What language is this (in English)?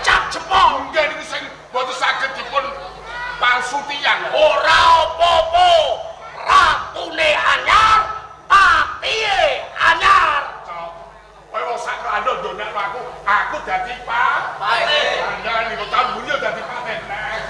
Javanese